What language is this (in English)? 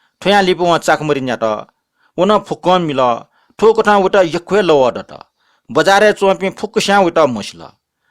Newari